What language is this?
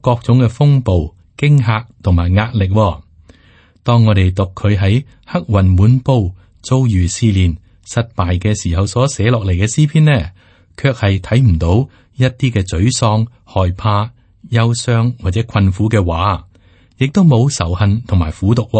Cantonese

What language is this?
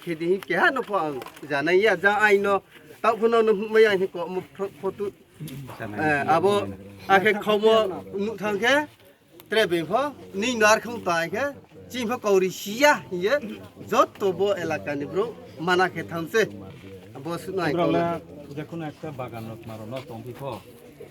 Riang (India)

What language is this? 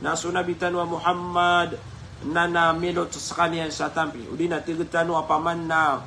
Maranao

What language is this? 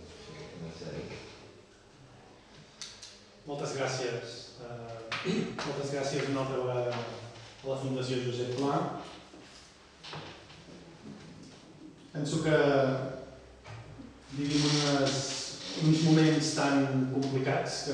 Catalan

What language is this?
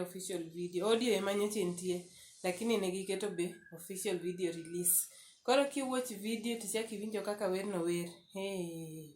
Luo (Kenya and Tanzania)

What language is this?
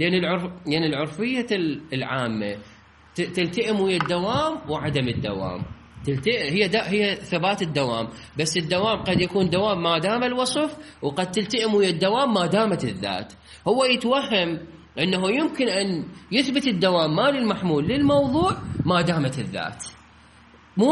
Mesopotamian Arabic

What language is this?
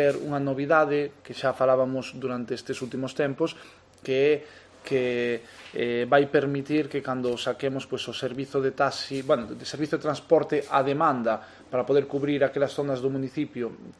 Galician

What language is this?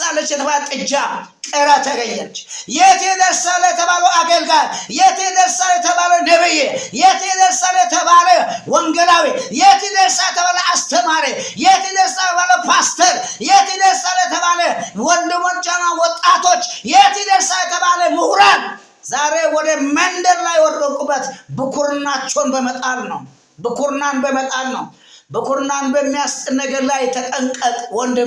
Amharic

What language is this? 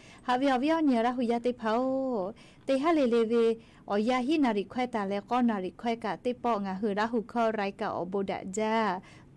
Lahu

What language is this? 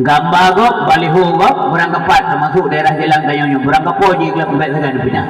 Achinese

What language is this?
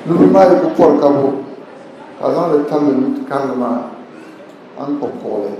Dagbani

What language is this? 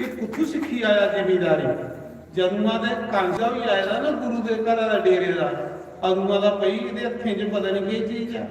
Dogri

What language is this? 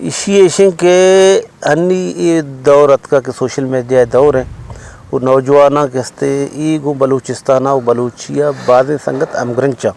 Eastern Balochi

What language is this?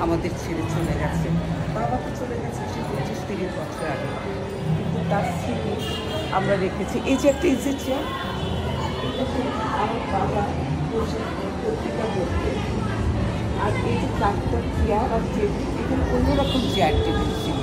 Bangla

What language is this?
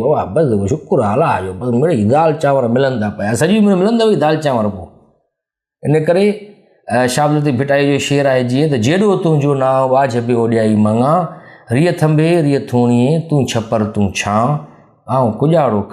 Sindhi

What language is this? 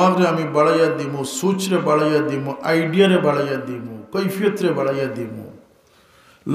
Sylheti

